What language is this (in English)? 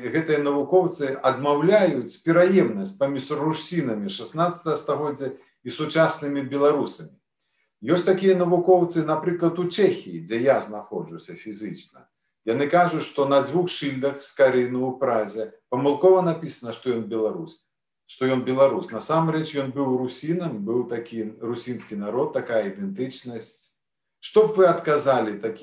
Belarusian